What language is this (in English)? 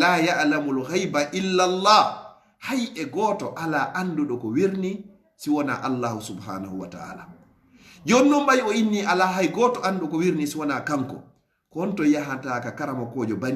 Fula